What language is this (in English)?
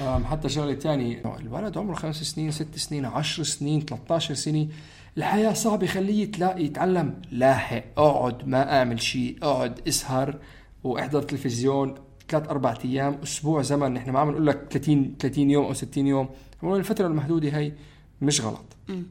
North Levantine Arabic